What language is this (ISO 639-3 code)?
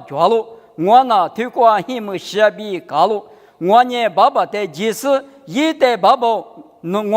lis